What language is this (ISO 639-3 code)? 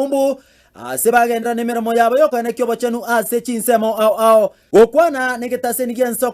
guz